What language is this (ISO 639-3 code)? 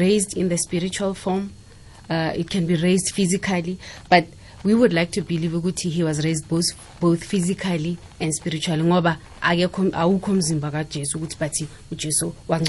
nbl